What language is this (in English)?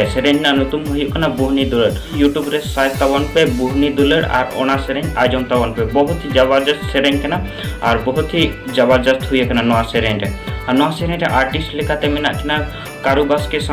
Santali